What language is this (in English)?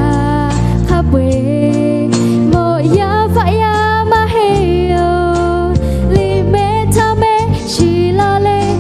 Lahu